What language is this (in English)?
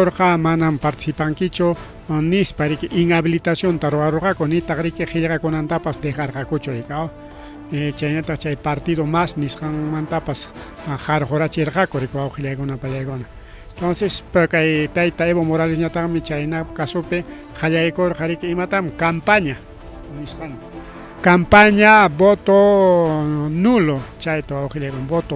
Ayacucho Quechua